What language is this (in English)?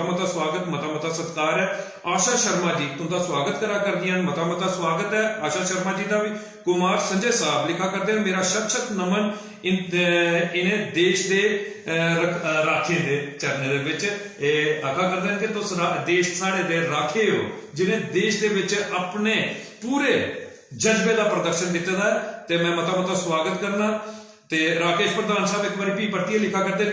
Dogri